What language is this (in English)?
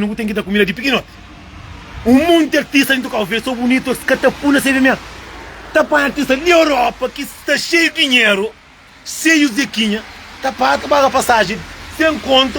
Kabuverdianu